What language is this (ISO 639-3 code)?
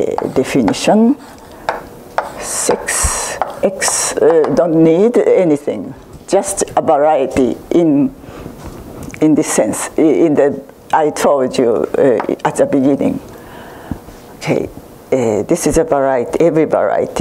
eng